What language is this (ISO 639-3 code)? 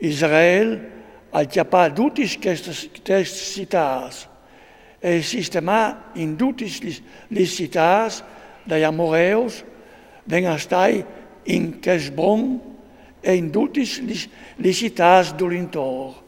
fur